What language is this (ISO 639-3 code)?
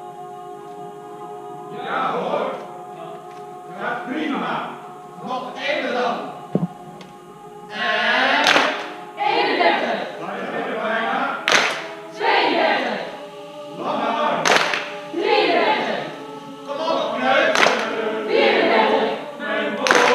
nld